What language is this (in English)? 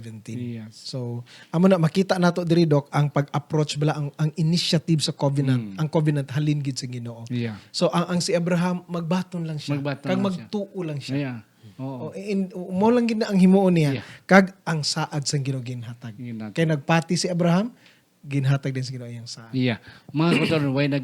Hiligaynon